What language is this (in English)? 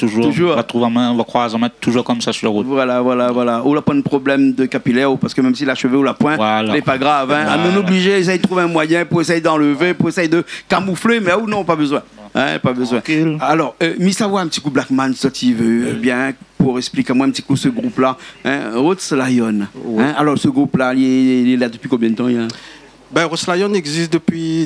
Réunion Creole French